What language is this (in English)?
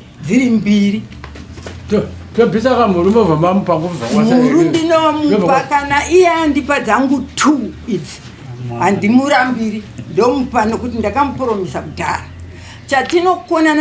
Shona